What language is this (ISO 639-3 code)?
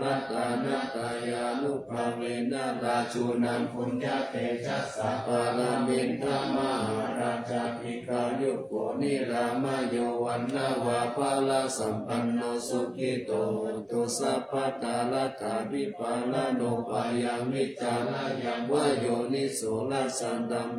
pli